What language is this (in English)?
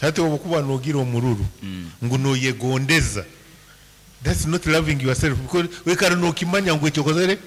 Nyankole